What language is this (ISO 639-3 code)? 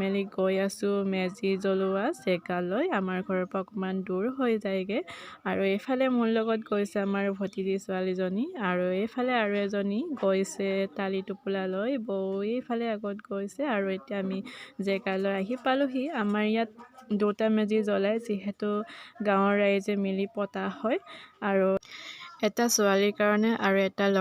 asm